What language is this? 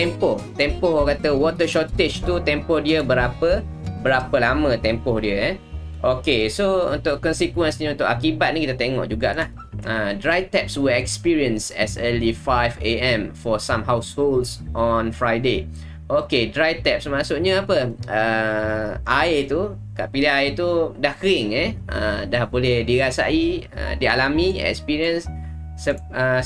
Malay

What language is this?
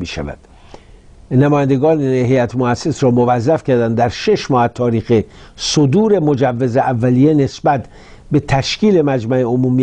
Persian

